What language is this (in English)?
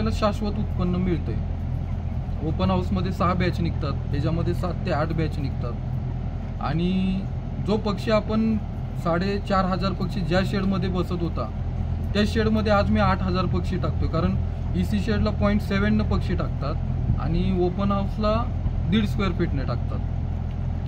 Marathi